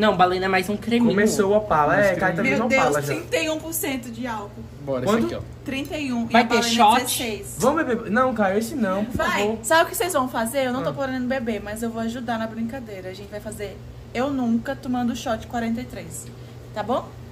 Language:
Portuguese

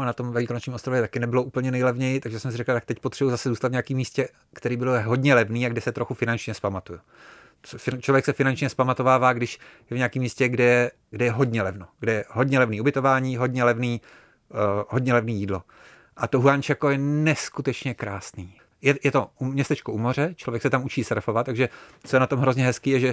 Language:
Czech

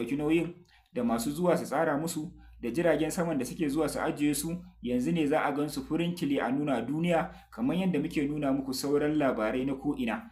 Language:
Hausa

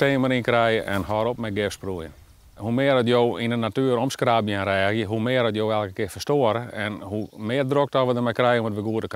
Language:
Western Frisian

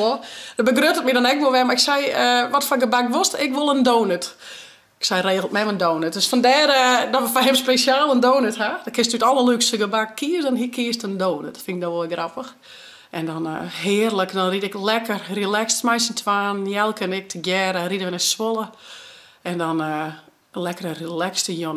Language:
Western Frisian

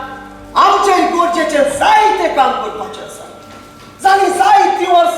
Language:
Konkani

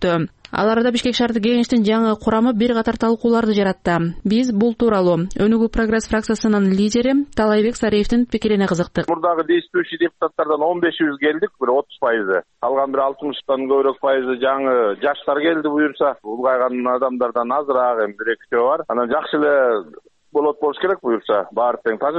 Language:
Kyrgyz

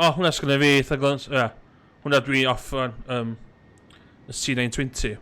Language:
Welsh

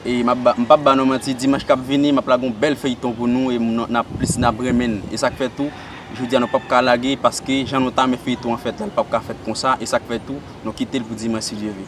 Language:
Haitian Creole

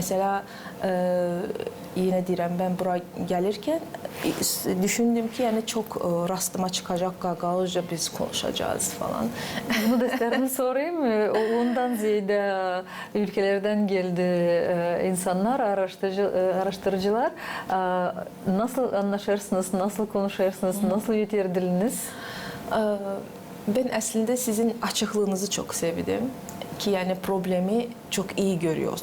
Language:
Gagauz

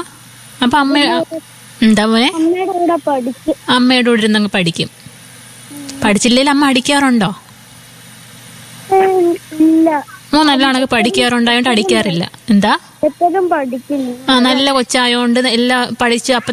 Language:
Malayalam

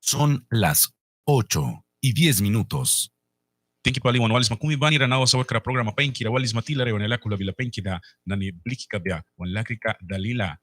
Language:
Mískito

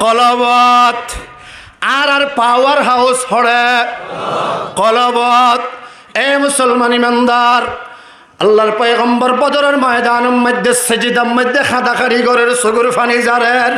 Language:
Rohingya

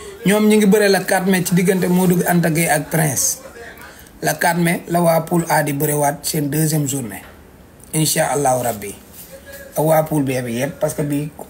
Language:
Wolof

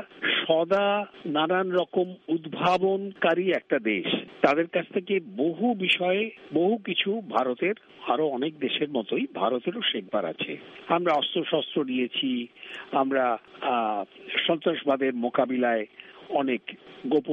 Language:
Bangla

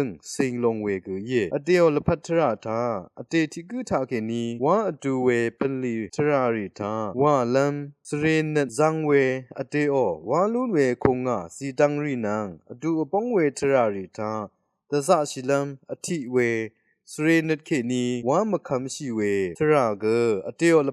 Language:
Rawang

